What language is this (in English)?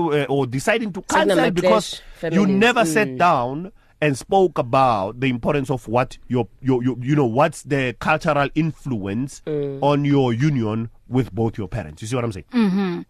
English